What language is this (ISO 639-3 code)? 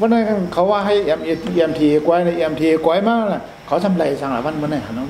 shn